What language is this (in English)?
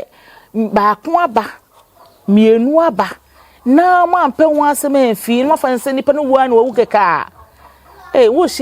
Akan